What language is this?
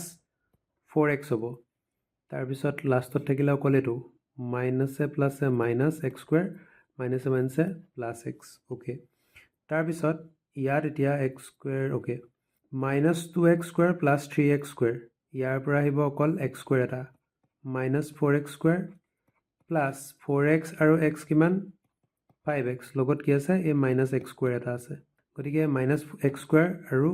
Assamese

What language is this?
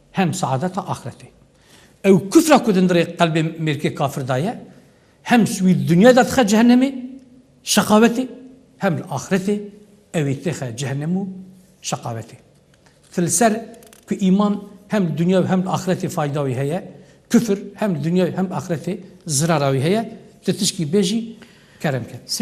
Kurdish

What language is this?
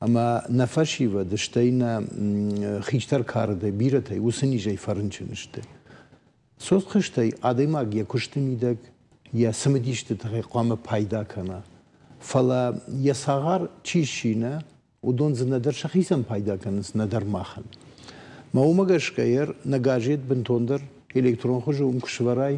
Ossetic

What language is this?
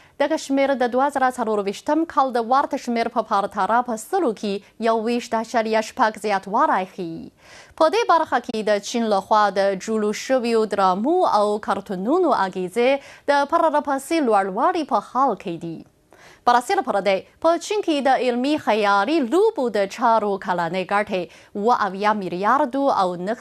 Pashto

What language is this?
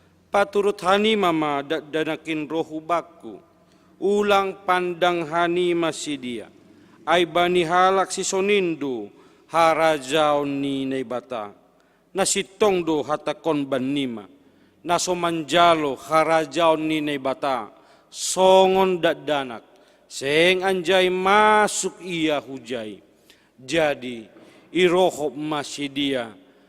Batak Simalungun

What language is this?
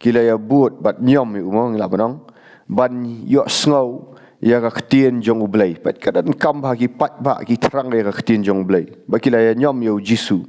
Khasi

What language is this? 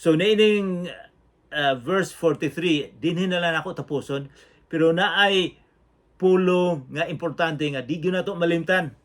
Cebuano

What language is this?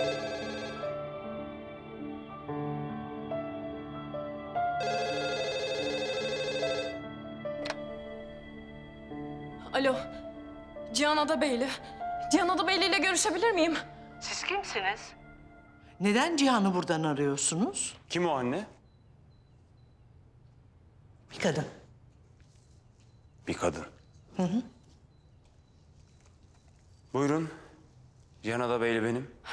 Turkish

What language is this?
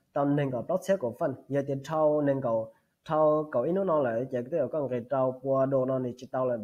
Hmong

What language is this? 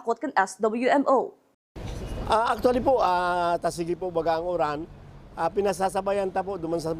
Bikol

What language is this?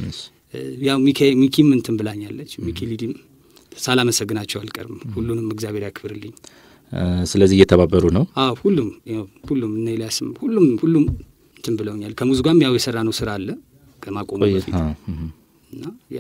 Amharic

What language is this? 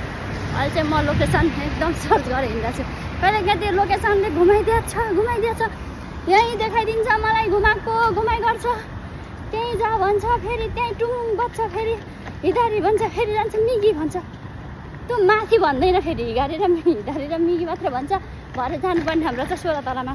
Nepali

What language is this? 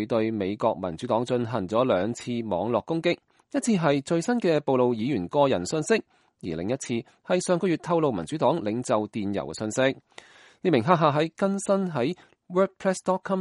Cantonese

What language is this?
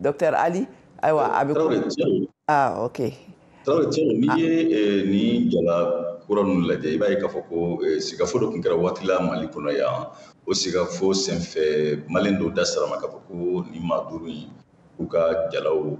Bambara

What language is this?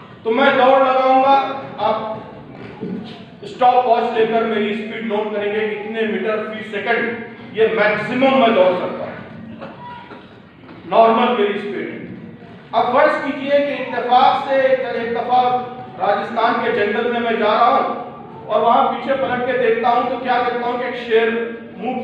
Urdu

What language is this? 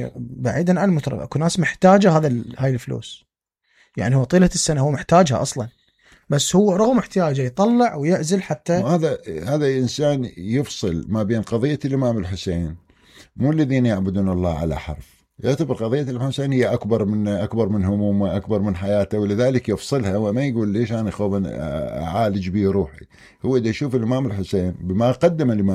Mesopotamian Arabic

